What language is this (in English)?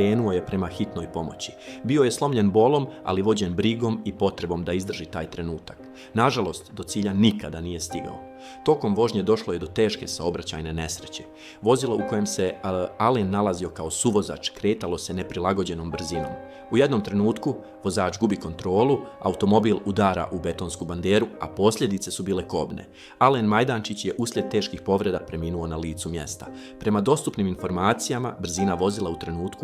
Bosnian